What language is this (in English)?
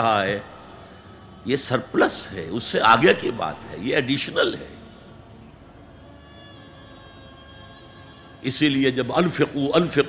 Urdu